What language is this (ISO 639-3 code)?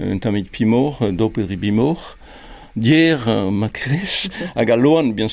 bre